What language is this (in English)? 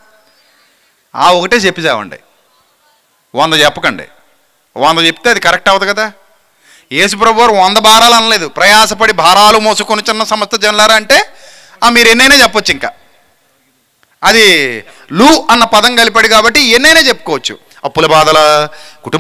Telugu